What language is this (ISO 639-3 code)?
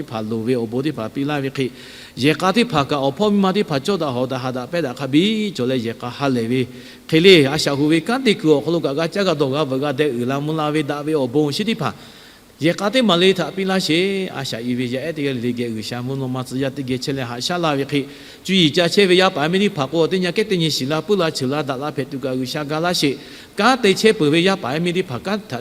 lhu